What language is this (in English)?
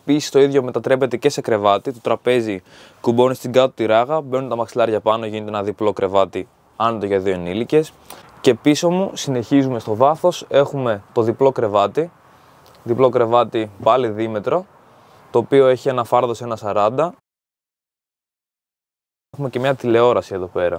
Greek